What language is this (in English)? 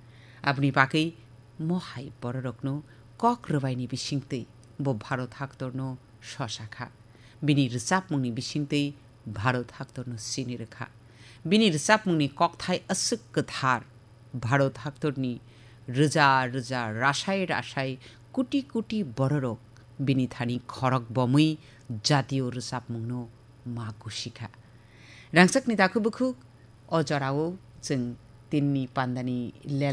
Kok Borok